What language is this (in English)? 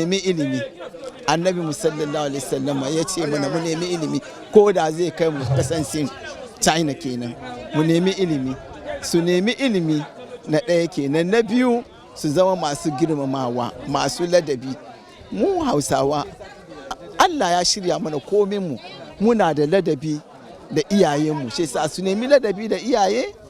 Hausa